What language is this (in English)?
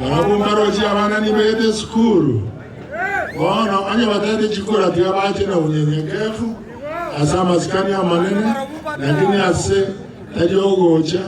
Gusii